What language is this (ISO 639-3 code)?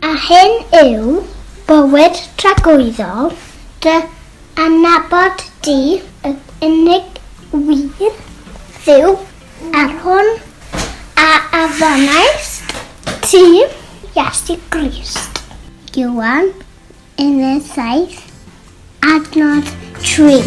cym